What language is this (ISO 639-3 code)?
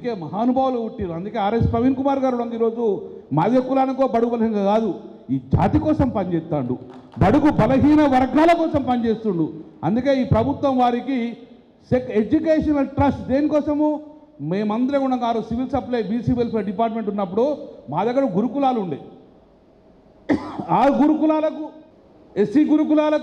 tel